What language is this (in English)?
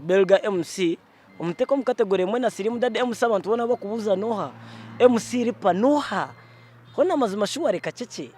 Nyankole